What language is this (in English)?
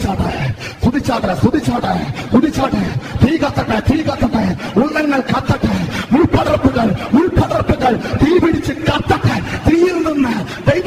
Malayalam